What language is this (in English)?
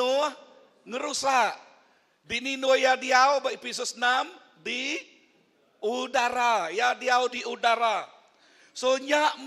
Iban